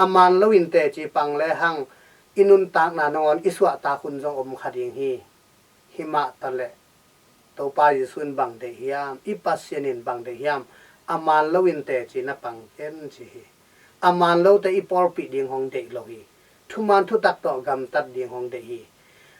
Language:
Tedim Chin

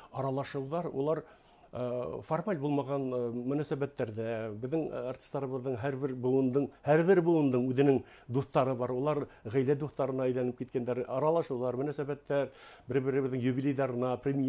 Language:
Bashkir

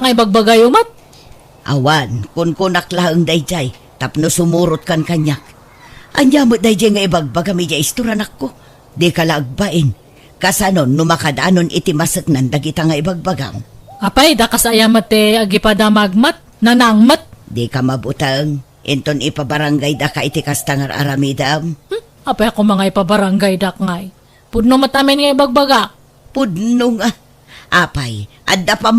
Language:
Iloko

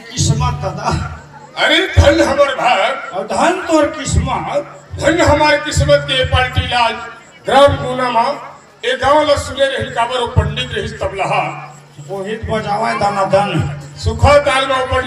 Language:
Chhattisgarhi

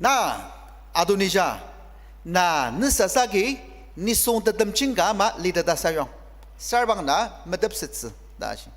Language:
Ao Naga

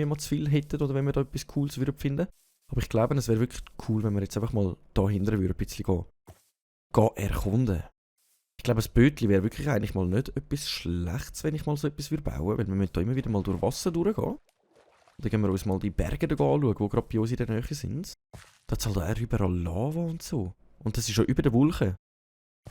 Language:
Swiss German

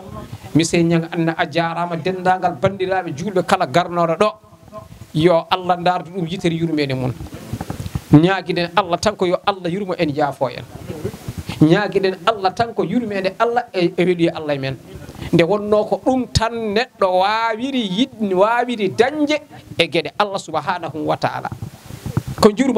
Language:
Fula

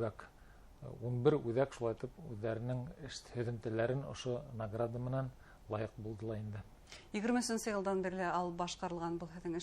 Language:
Bashkir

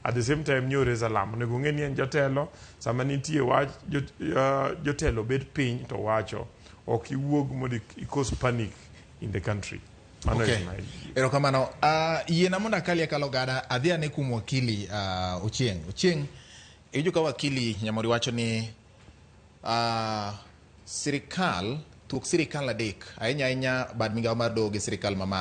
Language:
Luo (Kenya and Tanzania)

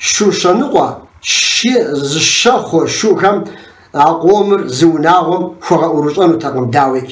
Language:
Kabardian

